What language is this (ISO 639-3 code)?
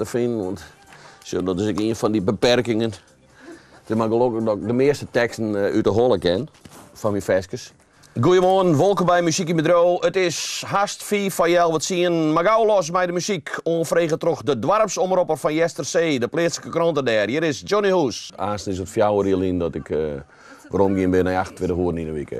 fry